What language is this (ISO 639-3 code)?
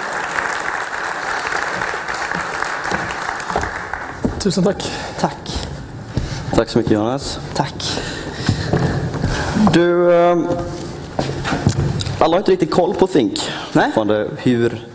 swe